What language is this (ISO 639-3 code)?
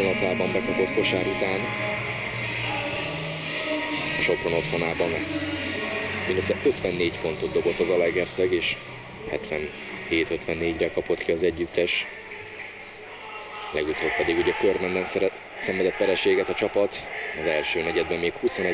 hun